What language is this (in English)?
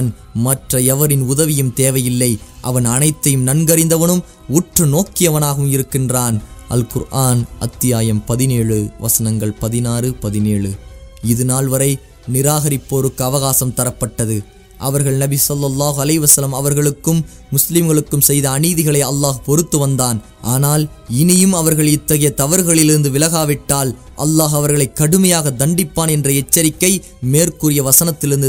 Tamil